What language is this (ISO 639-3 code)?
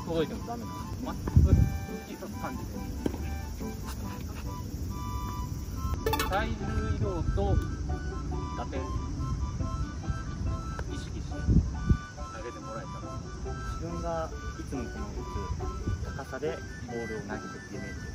jpn